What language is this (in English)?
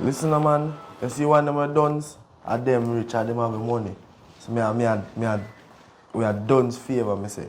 Jamaican Creole English